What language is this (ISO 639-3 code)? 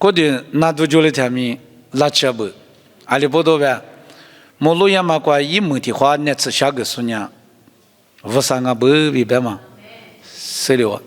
lis